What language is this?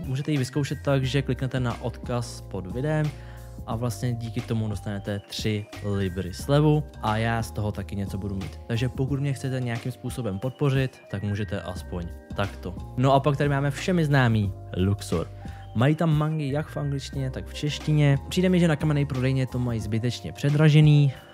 Czech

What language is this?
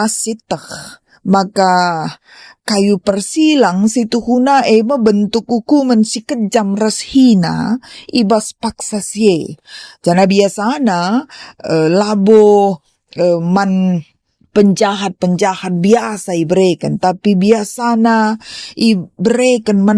Batak Karo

